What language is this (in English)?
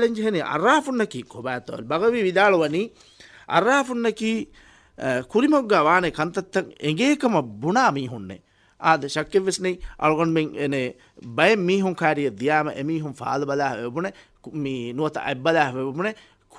Divehi